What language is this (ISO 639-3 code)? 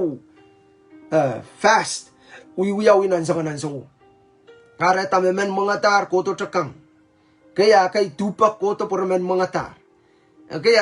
pon